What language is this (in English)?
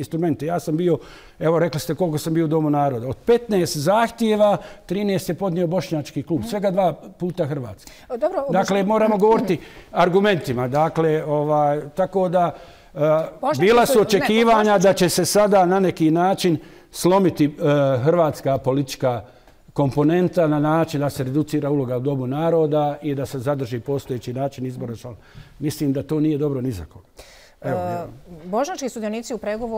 Bosnian